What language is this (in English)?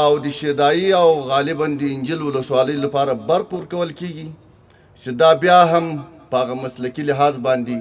Pashto